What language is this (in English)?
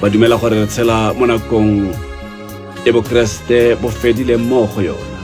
Tswana